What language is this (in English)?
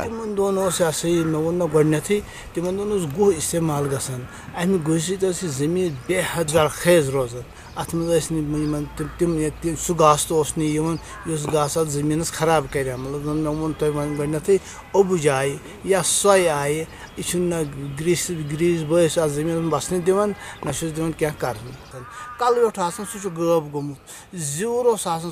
Kashmiri